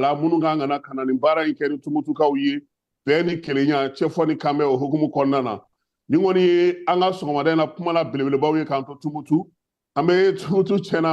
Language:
Bambara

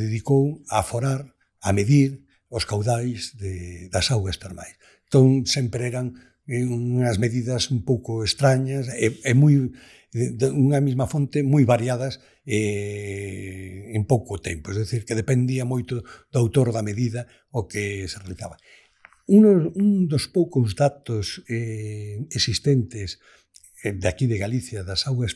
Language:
Galician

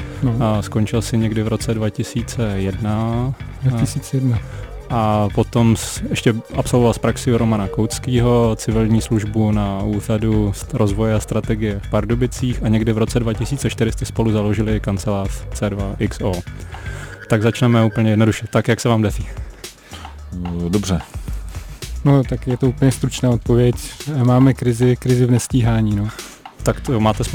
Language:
Czech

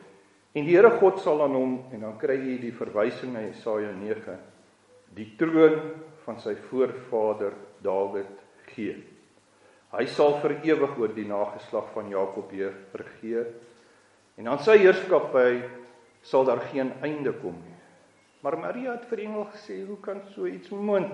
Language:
Afrikaans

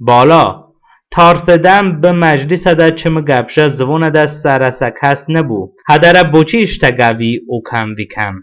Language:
Talysh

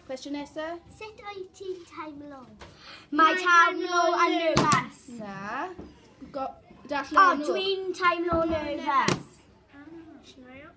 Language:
Welsh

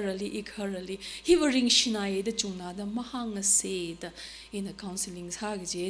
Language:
Tangkhul Naga (India)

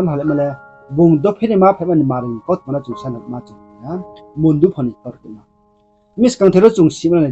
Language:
Riang (India)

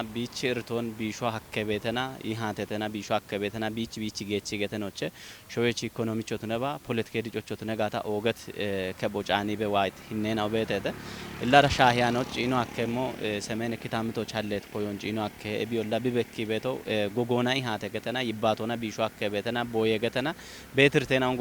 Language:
Kafa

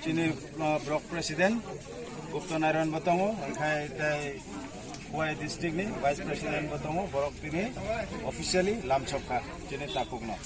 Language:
Kok Borok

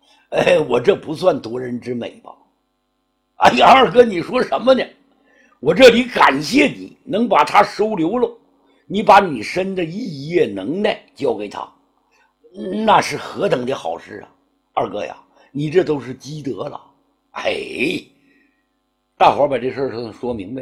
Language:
Chinese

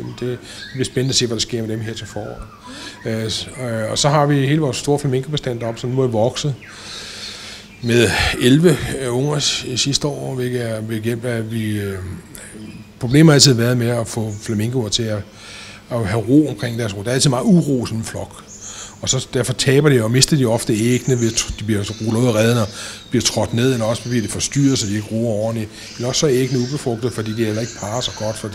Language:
Danish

